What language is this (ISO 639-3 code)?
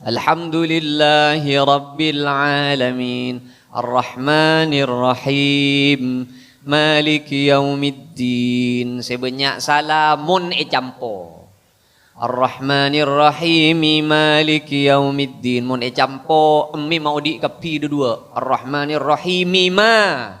mad